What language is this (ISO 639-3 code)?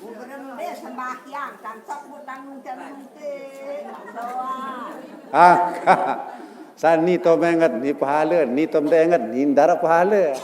sas